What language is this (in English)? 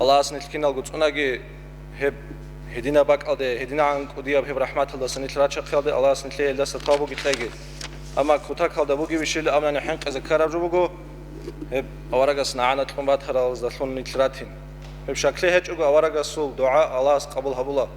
Avaric